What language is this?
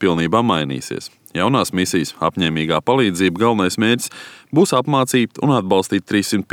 Latvian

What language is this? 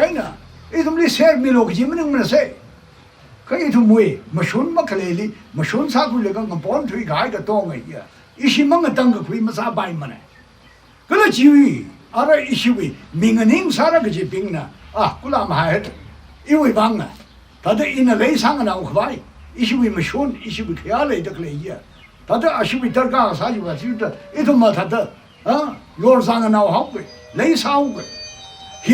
Tangkhul Naga (India)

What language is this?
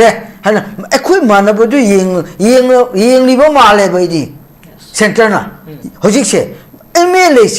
Manipuri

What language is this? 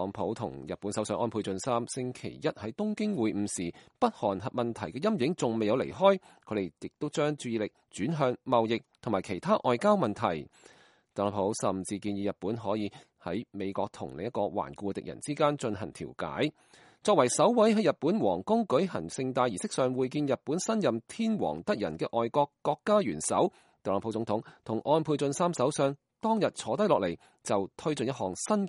Cantonese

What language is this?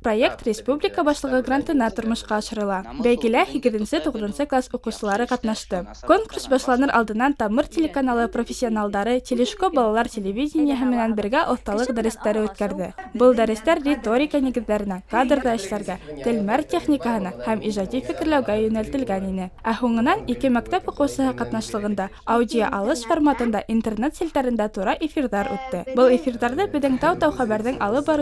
Bashkir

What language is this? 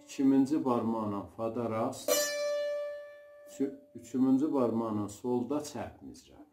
South Azerbaijani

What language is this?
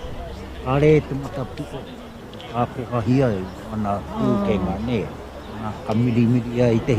Māori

